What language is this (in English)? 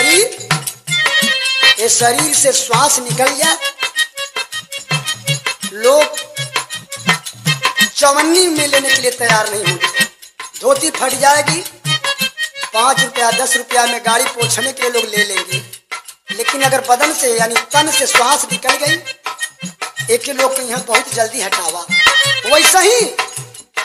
Bhojpuri